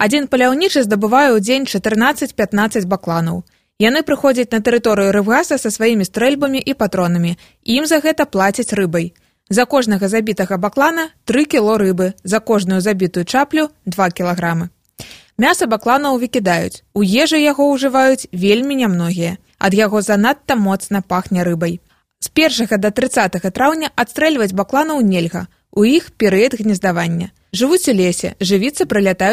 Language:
Belarusian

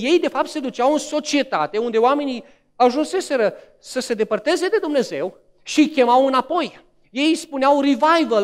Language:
Romanian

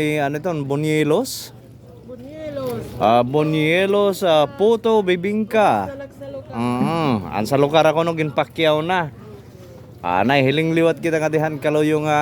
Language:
Waray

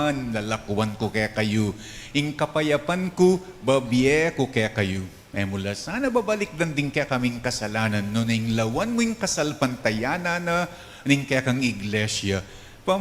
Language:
Pampanga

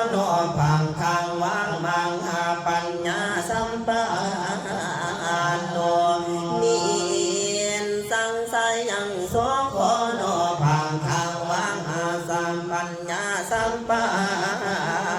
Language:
Pali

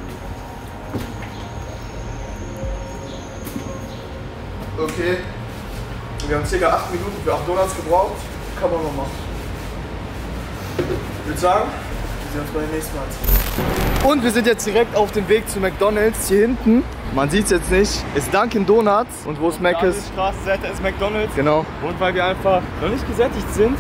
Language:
German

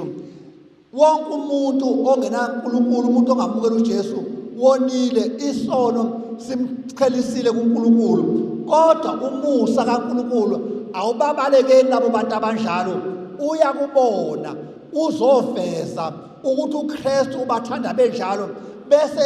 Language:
Zulu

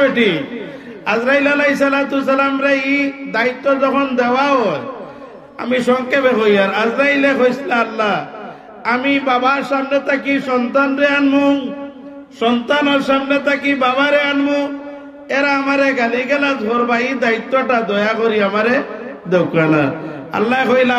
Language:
Sylheti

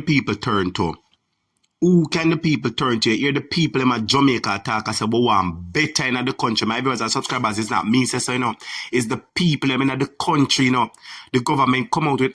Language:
Jamaican Creole English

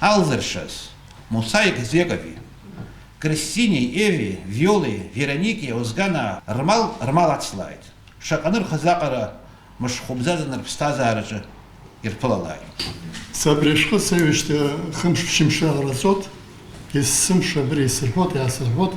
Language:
Abkhazian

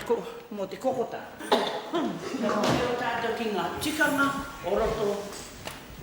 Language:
Māori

